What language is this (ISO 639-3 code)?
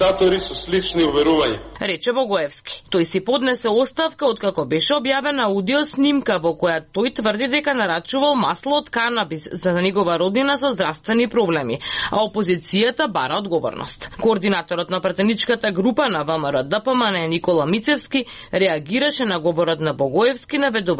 mkd